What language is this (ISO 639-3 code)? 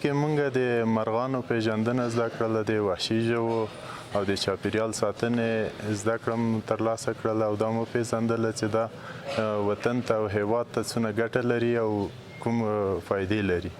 pus